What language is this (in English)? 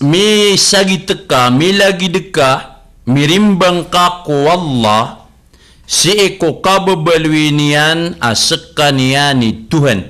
Maranao